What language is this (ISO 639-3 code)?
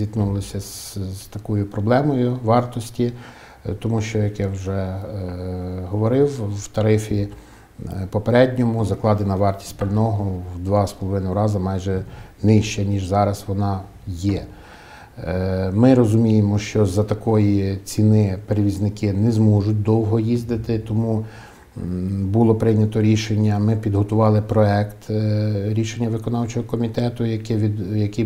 ukr